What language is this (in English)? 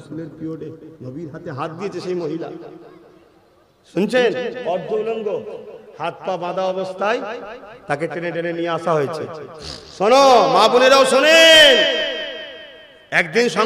Bangla